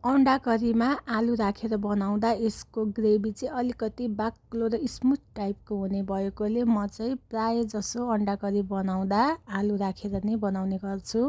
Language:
Nepali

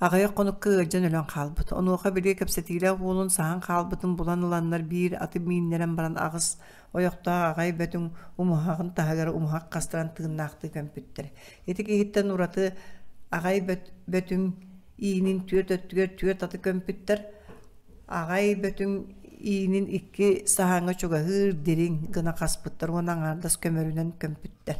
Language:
Yakut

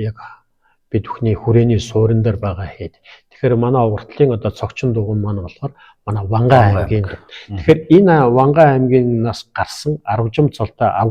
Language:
Mongolian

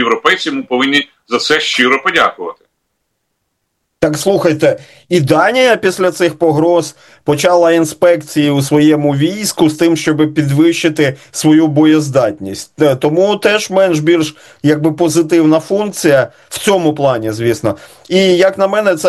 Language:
Ukrainian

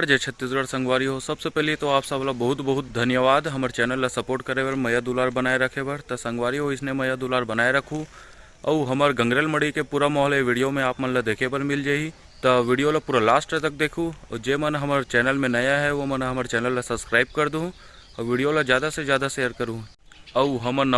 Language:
Chhattisgarhi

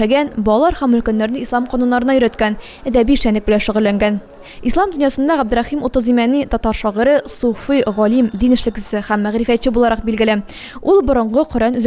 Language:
Tatar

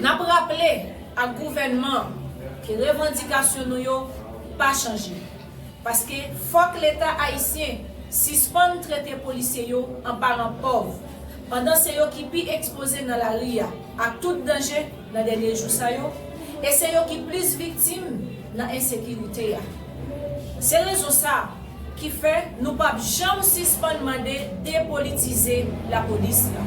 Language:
Haitian Creole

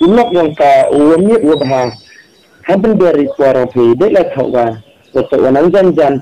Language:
Khasi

